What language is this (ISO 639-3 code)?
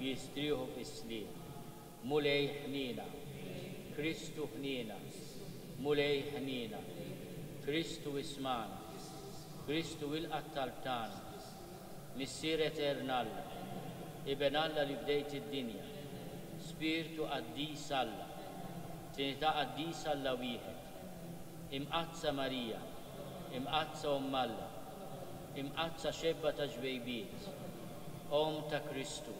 mlt